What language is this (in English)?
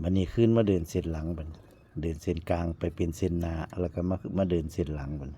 Northeastern Thai